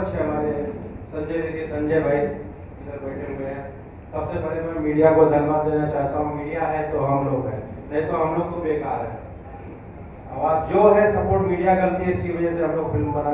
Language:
Hindi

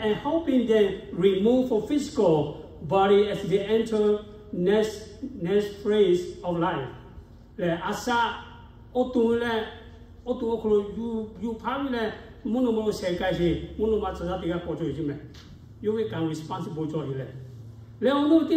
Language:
Lahu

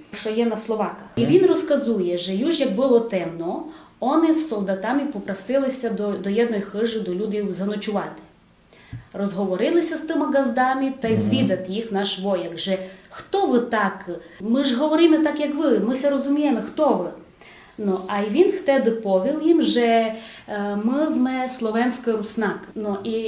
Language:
Rusyn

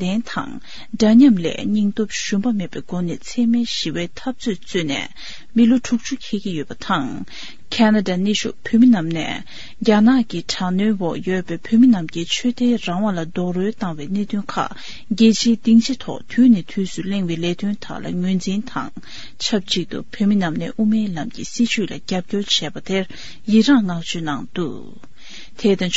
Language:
Tibetan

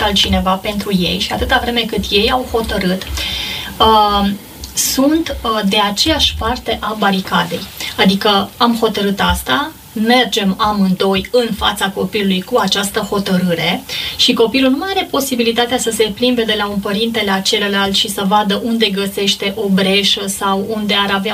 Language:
Romanian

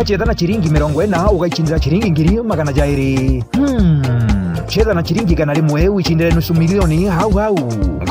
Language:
Meru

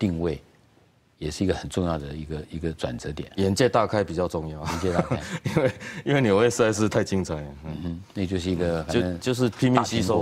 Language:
Chinese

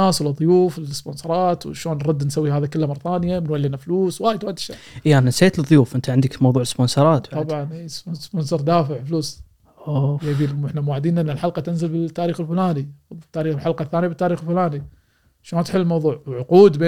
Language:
Gulf Arabic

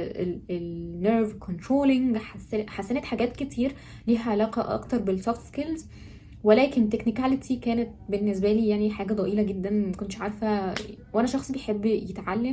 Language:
Egyptian Arabic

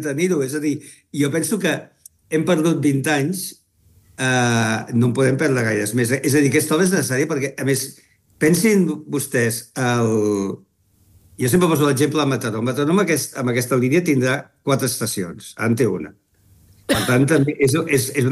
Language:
Catalan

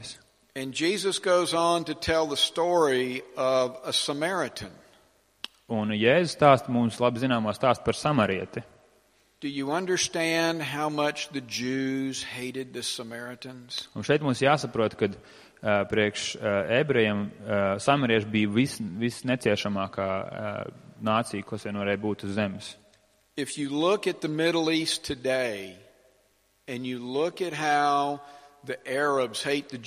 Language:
Latvian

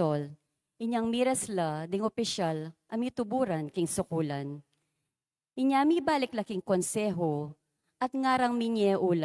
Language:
Pampanga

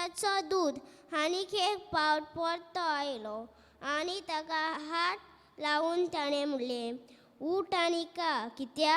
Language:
Konkani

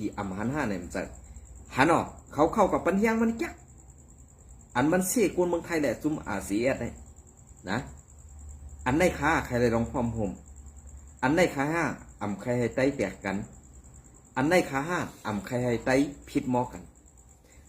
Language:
Shan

